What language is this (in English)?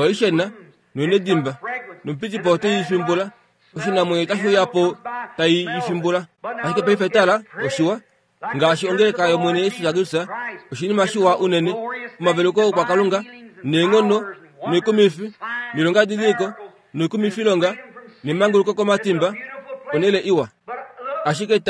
Kuanyama